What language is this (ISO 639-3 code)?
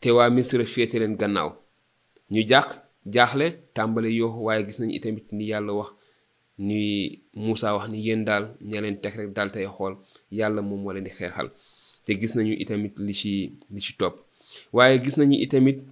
wol